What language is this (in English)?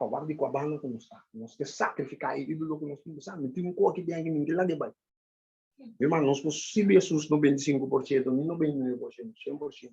Papiamento